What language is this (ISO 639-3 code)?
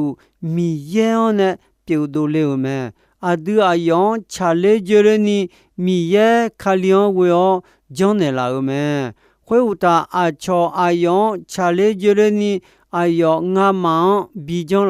ahk